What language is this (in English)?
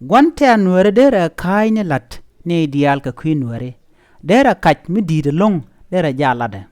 Nuer